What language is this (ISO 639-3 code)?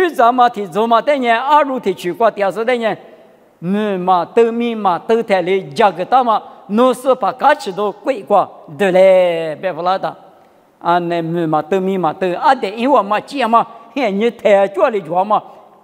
lis